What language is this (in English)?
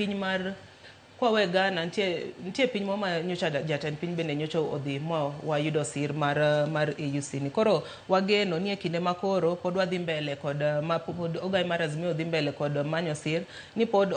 Luo (Kenya and Tanzania)